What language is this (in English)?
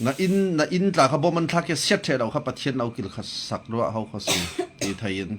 Falam Chin